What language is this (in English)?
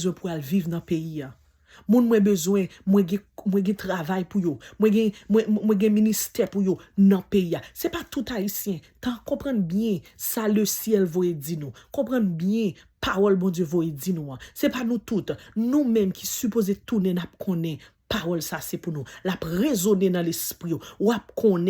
Haitian Creole